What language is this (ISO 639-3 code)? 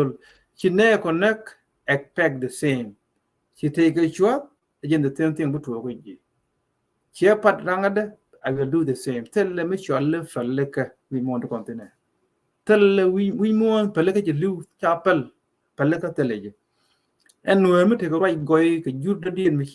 nus